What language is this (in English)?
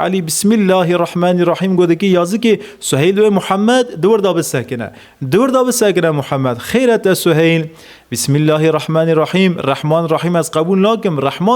Kurdish